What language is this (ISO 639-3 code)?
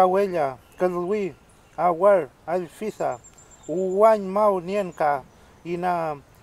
arn